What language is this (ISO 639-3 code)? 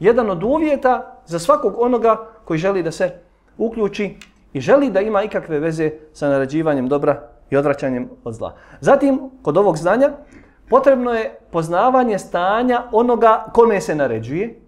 bos